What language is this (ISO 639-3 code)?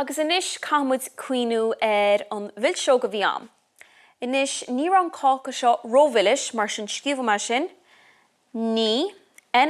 gle